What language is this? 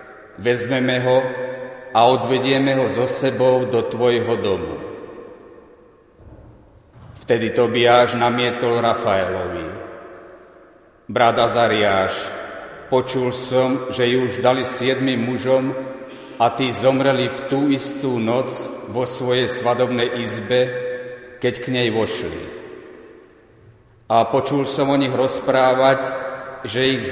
Slovak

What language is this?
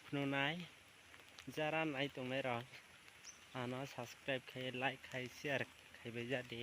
Kok Borok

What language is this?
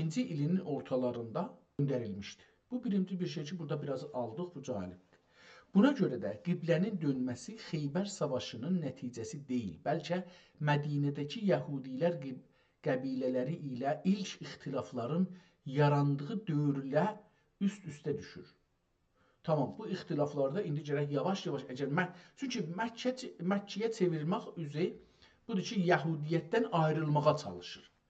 South Azerbaijani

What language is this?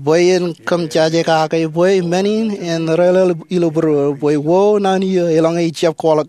Marshallese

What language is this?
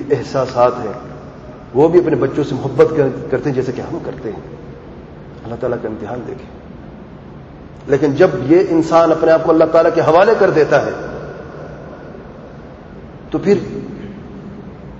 Urdu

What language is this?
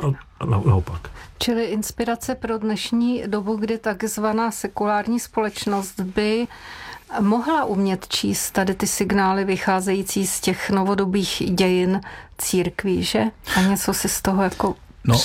Czech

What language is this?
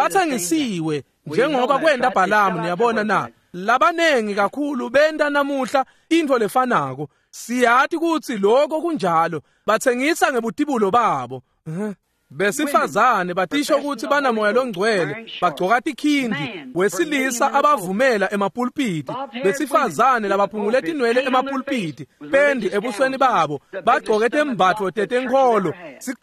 Swati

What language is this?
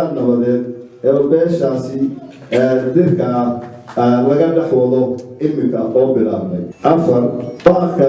Somali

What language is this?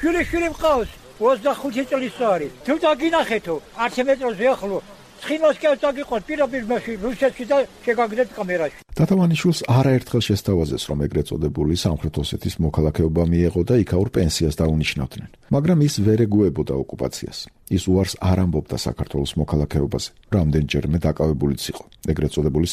Georgian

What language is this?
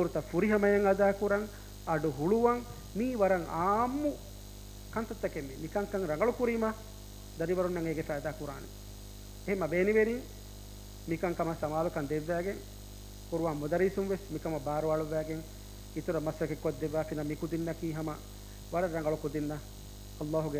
Divehi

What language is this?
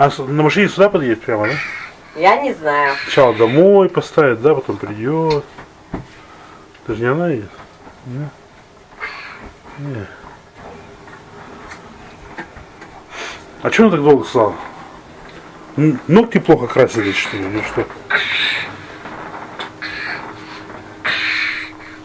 Russian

